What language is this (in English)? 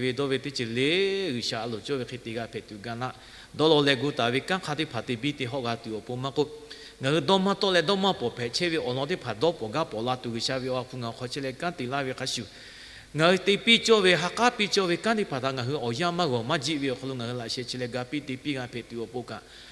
Lahu